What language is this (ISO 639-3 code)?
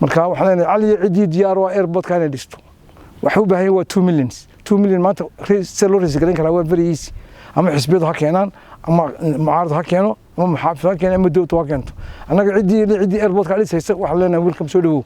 som